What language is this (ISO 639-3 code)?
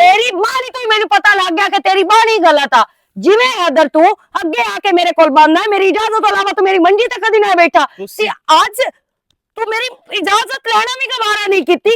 lah